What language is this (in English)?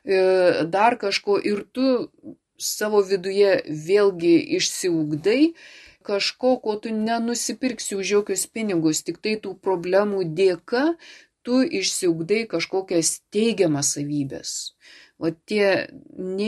Lithuanian